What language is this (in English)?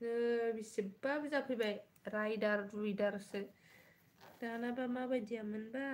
Bodo